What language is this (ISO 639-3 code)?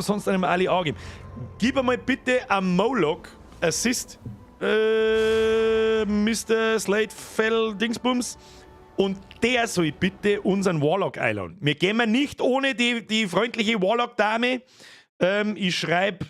bar